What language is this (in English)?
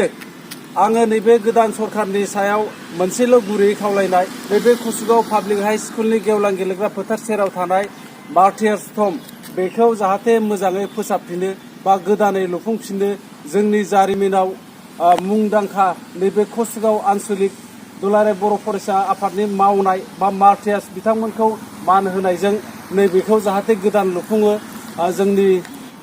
Bodo